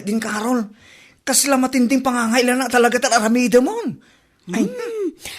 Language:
Iloko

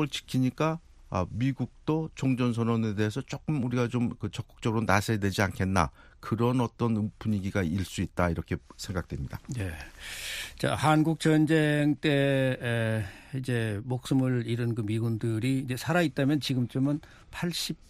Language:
Korean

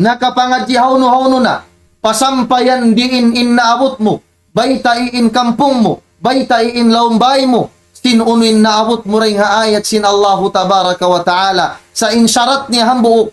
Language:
Tausug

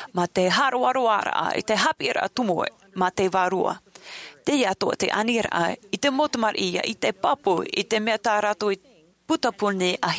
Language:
Tahitian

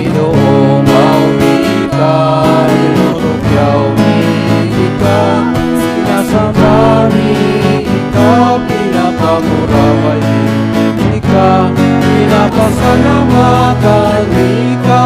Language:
Bikol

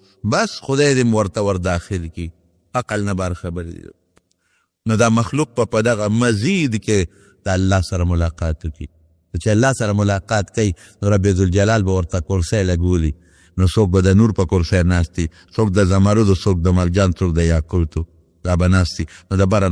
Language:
Pashto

